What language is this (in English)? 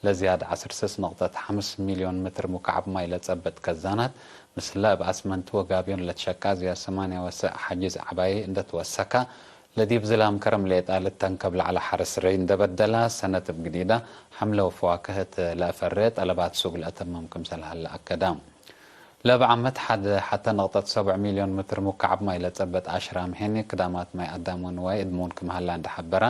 Tigre